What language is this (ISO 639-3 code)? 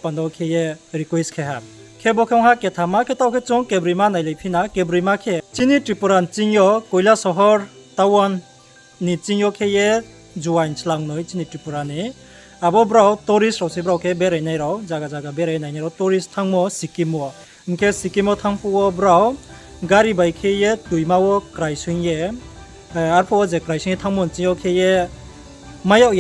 ria